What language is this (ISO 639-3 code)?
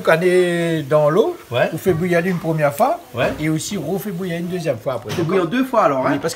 rcf